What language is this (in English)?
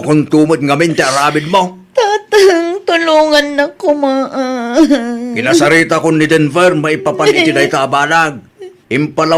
Iloko